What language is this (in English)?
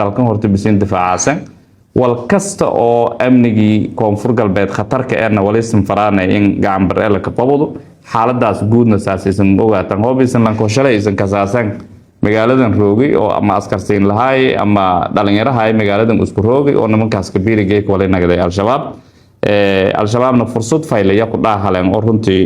Somali